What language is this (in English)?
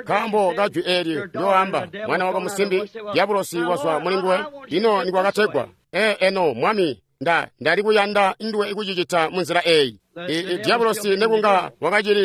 Tonga (Zambia)